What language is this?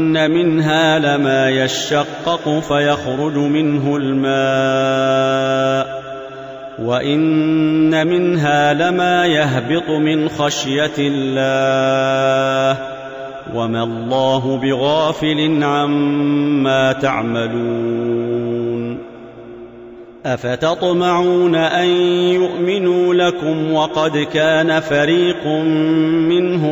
Arabic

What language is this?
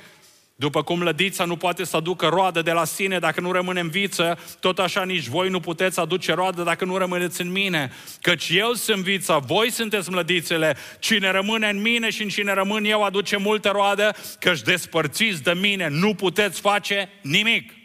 Romanian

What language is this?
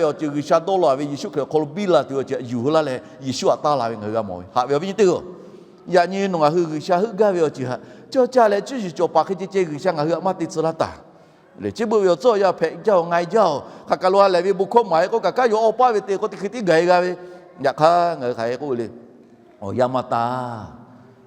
Lahu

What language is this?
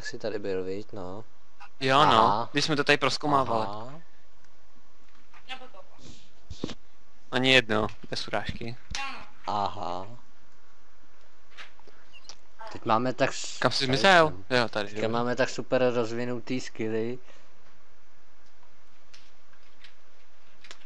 Czech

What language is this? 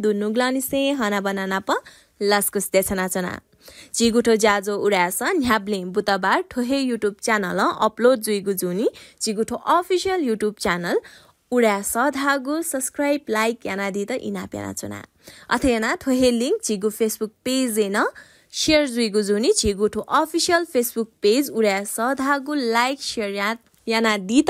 Newari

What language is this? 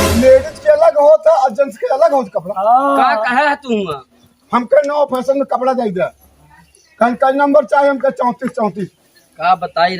Awadhi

